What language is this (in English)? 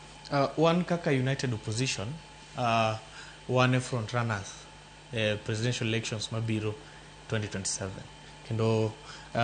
Luo (Kenya and Tanzania)